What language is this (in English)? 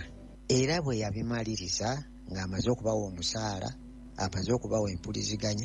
Ganda